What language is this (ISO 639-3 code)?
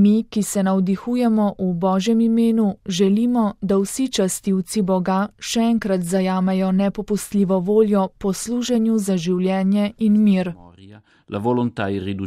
slv